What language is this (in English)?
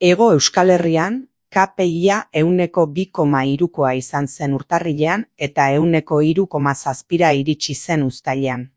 Basque